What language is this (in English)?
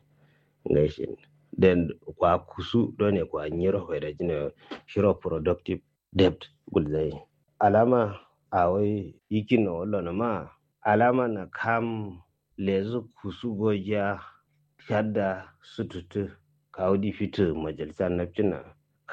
Kanuri